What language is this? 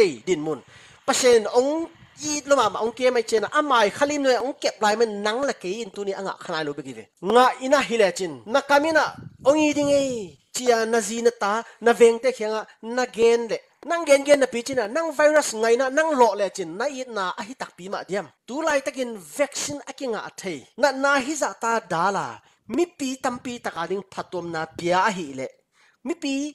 Tedim Chin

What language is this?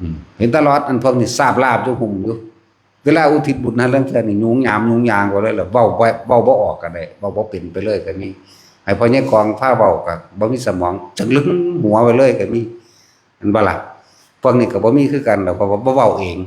Northeastern Thai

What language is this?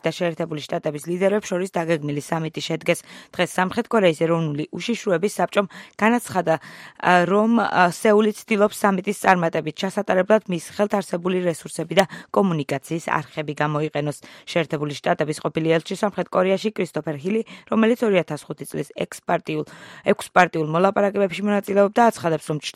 Georgian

